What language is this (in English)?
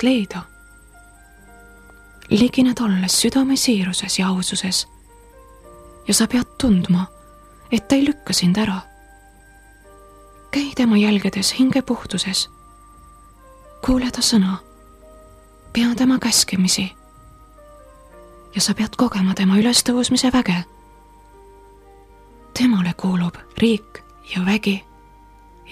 Estonian